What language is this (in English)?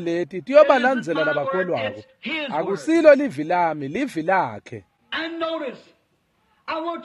Swati